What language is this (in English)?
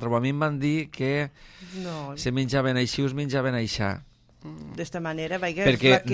Catalan